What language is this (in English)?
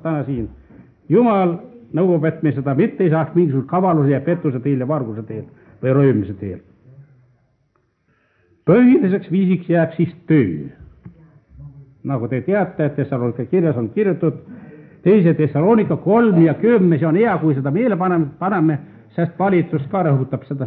Estonian